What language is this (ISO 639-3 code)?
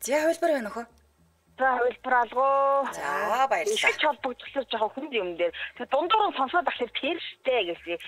mon